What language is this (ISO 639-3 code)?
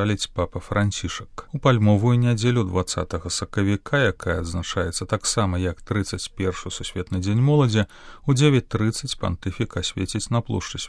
bel